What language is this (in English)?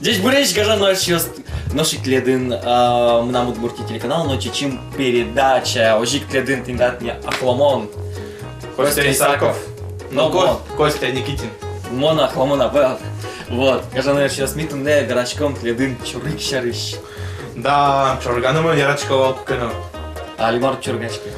Udmurt